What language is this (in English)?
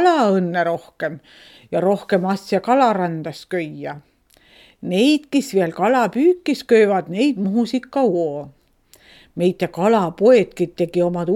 Estonian